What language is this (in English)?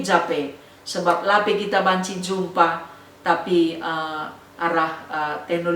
Batak Karo